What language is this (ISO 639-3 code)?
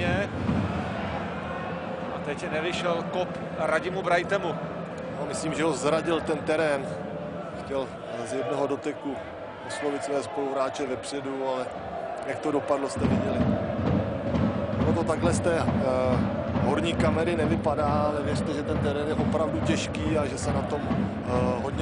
ces